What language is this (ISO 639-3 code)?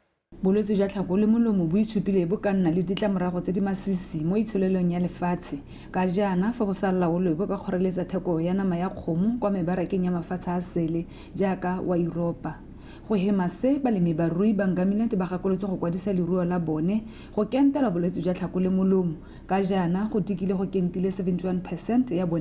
tsn